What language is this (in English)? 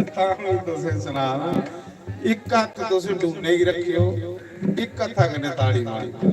Dogri